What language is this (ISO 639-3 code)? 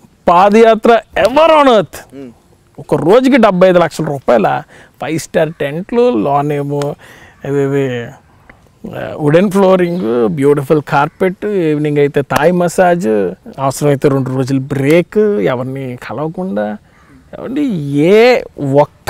tel